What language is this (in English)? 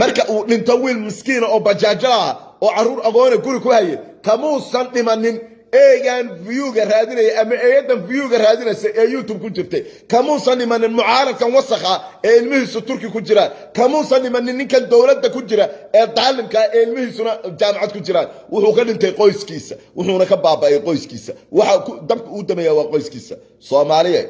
Somali